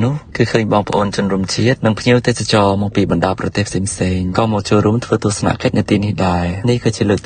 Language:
Khmer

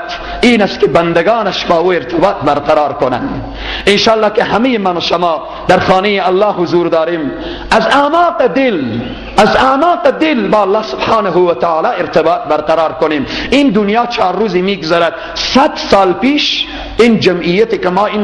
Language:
Persian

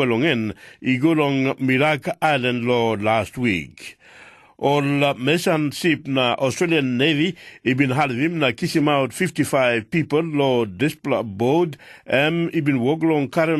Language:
Tok Pisin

